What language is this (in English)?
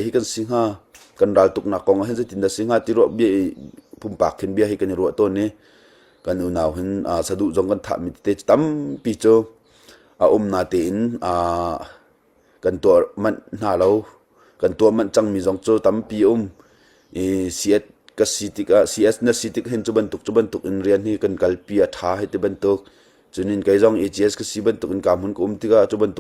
Hakha Chin